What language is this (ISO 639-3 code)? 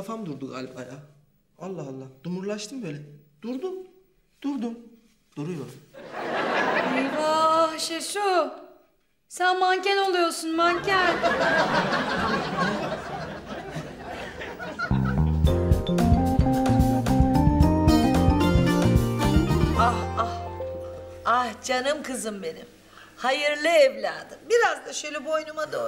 tur